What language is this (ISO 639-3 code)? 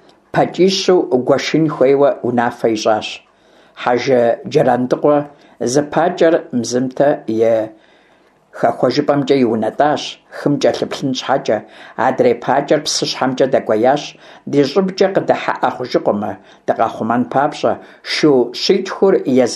kbd